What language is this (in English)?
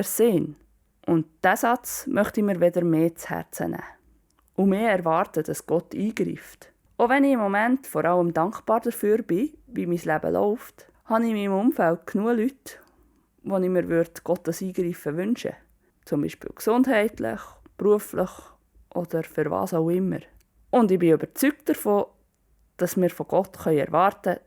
Swiss German